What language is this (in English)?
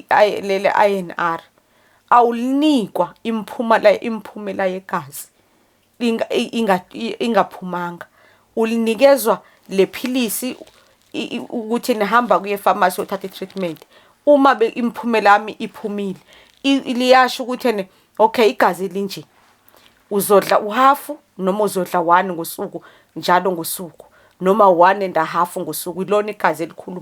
Zulu